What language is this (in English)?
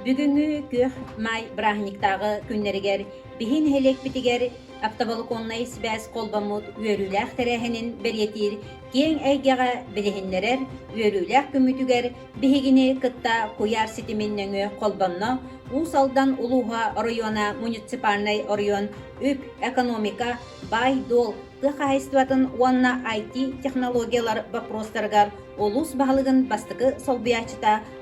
Yakut